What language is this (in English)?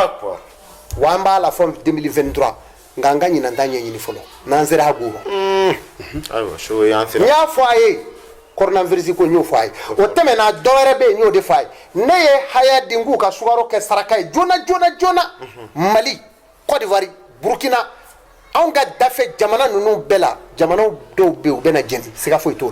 Bambara